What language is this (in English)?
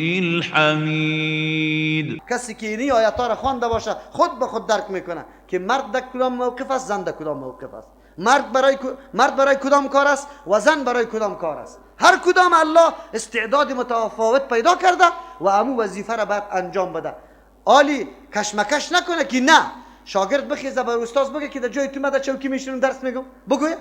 Persian